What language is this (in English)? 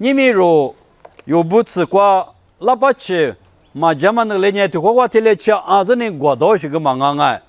Lisu